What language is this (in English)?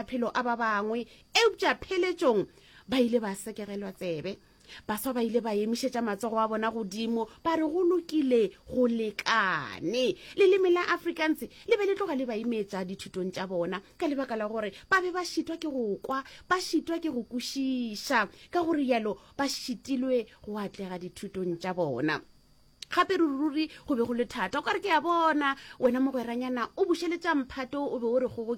Northern Sotho